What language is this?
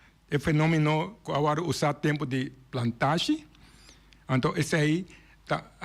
Papiamento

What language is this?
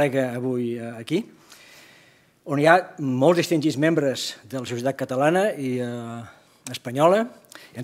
Catalan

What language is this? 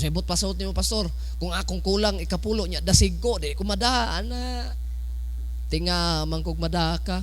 Cebuano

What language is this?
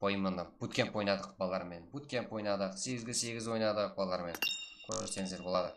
Kara-Kalpak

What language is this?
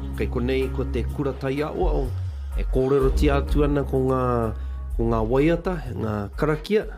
Māori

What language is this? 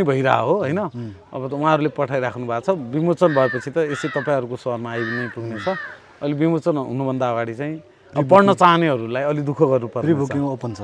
Nepali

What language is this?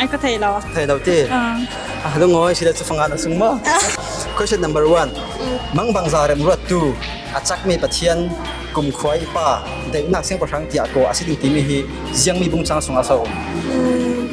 Falam Chin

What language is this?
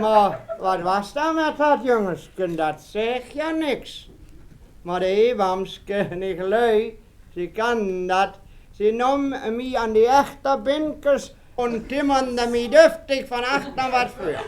Westphalien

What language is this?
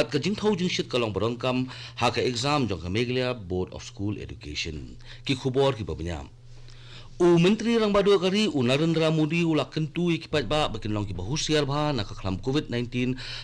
Khasi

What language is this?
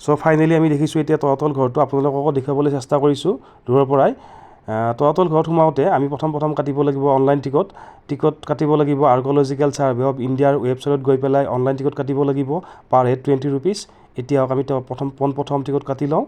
Assamese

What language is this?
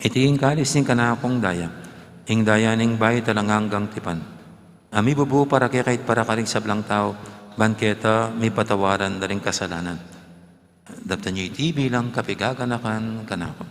Pampanga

